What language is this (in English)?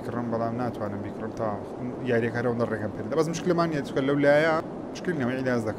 Central Kurdish